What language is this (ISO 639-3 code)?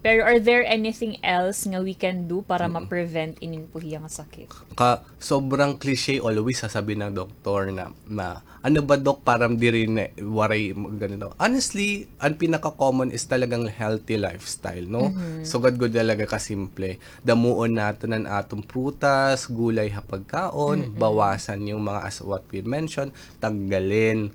war